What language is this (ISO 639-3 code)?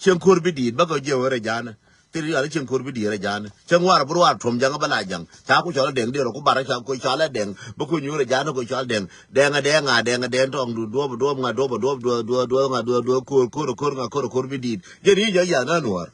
nus